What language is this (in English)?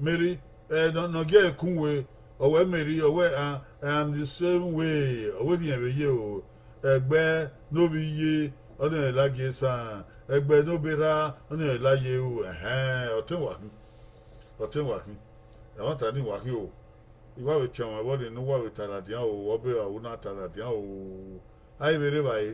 Bini